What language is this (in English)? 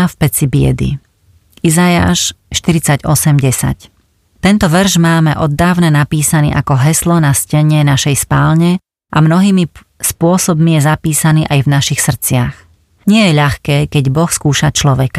Slovak